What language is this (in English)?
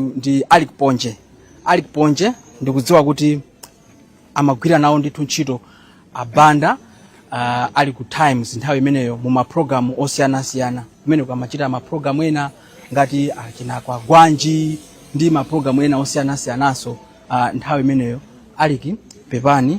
Nyanja